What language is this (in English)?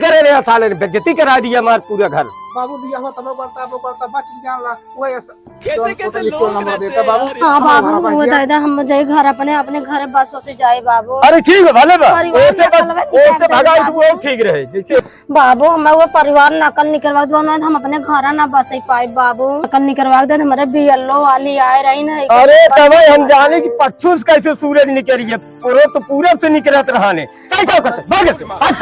Awadhi